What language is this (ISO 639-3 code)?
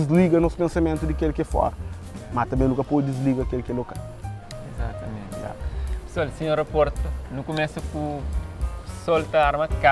kea